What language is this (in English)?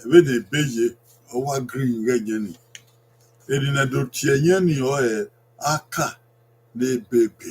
Bini